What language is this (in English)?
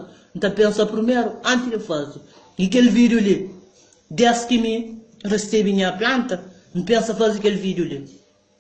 Kabuverdianu